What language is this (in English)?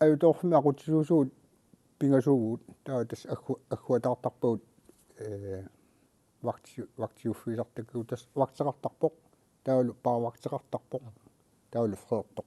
Kalaallisut